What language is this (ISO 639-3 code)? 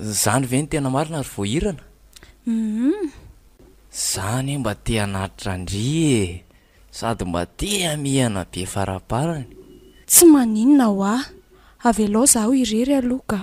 mlg